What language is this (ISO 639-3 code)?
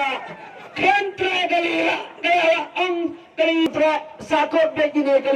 kha